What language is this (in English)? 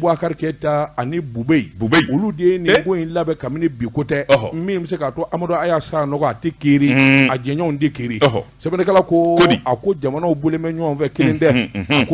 Bambara